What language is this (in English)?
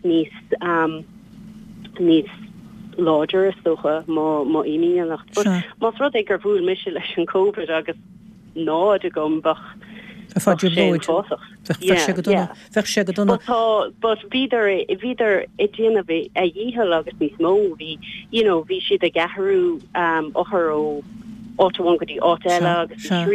Irish